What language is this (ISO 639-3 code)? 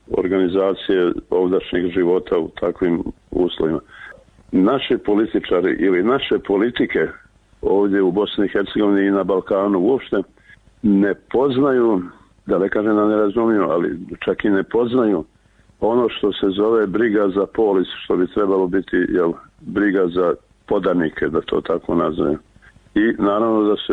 bos